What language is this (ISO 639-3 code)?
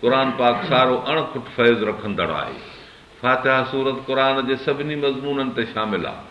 snd